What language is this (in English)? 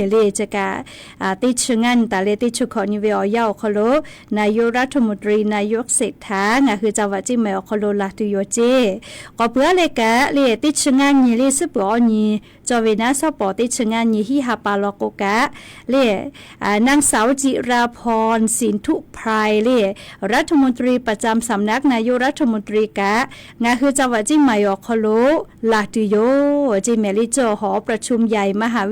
Lahu